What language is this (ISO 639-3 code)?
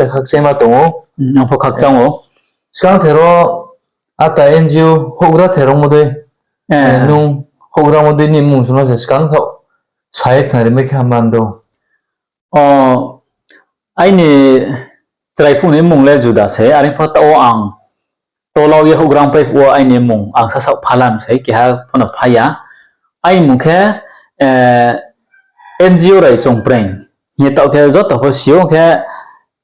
ria